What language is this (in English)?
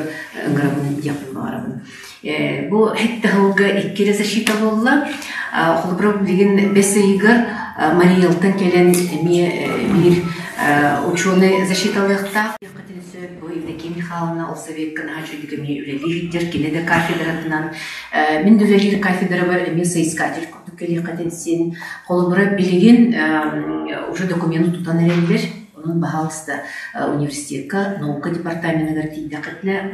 Yakut